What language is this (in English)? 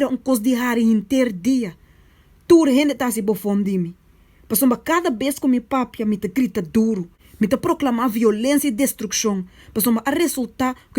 Papiamento